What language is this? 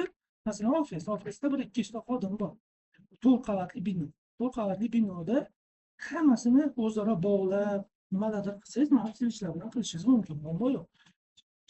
Uzbek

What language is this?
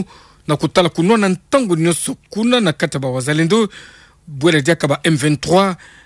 Kituba (Democratic Republic of Congo)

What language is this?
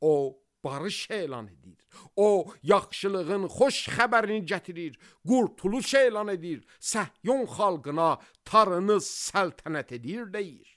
Azerbaijani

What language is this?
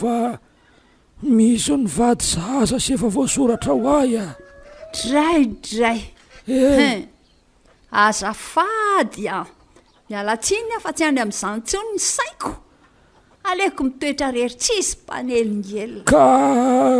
Malagasy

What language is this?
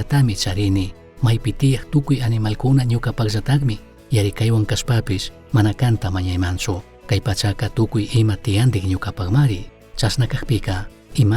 Chimborazo Highland Quichua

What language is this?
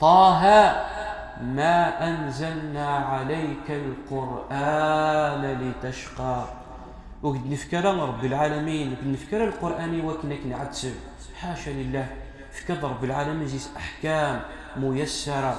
Kabyle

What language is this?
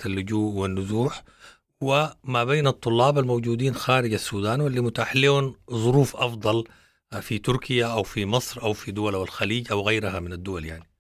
Sudanese Arabic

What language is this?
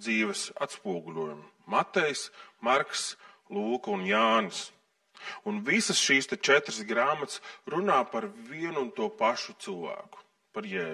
Latvian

